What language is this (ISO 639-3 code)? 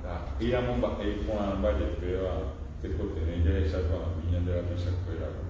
grn